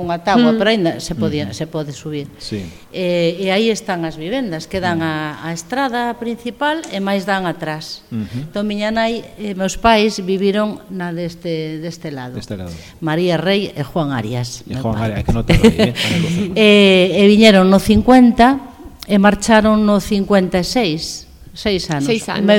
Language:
Galician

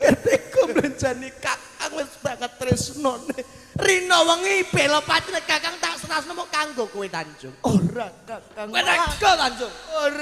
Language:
Javanese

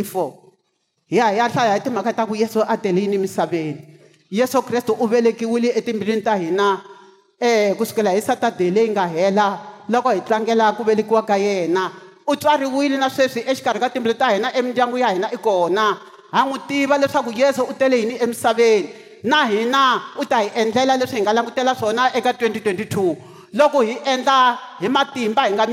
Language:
Tsonga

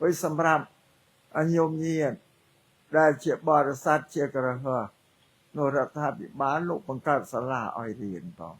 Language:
Khmer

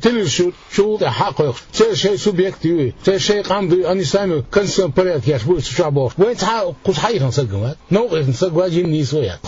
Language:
Chechen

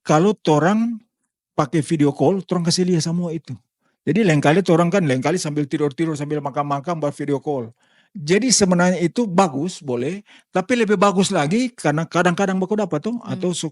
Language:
Manado Malay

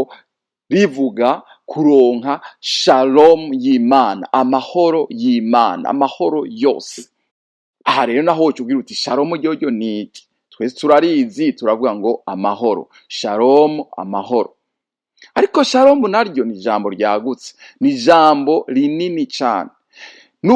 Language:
Rundi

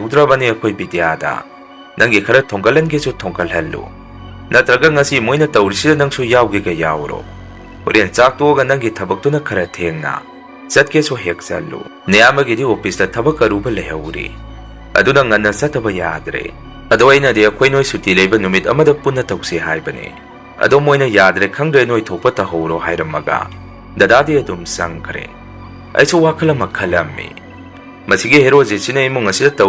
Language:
Manipuri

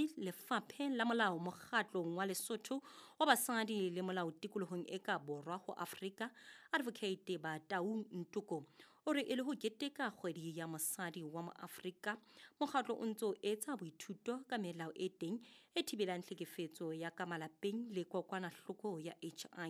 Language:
Southern Sotho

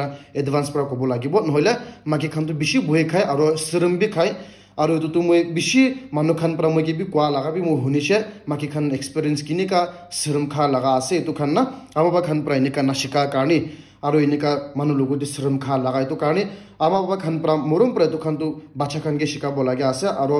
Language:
Naga Pidgin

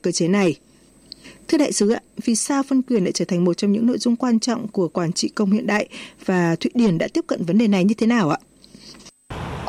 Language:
Vietnamese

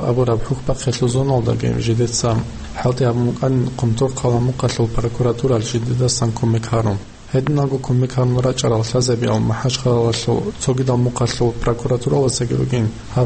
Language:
Avaric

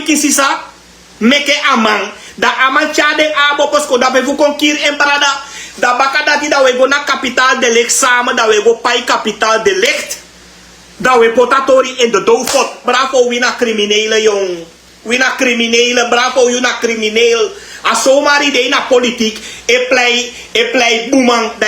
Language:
Sranan Tongo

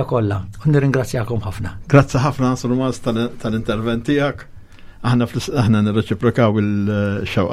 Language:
Maltese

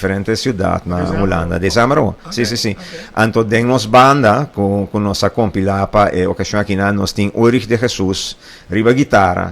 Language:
Papiamento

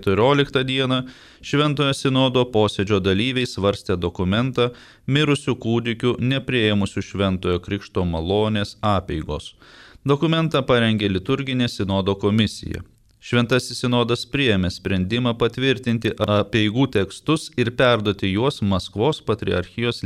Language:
Lithuanian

